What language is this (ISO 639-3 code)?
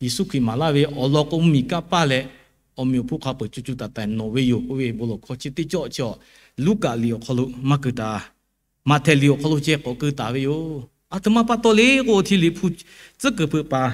lhu